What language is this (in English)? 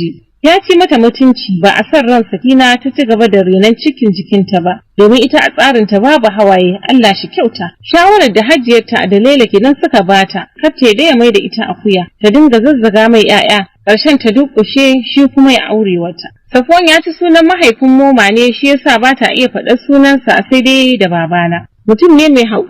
Hausa